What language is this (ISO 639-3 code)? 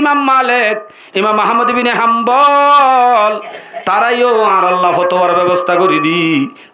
rhg